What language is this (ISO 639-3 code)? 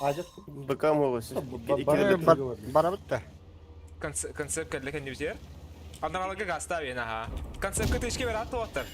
sah